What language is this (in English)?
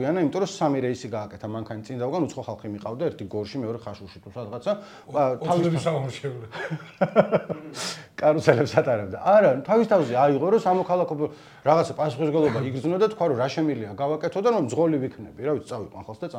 Georgian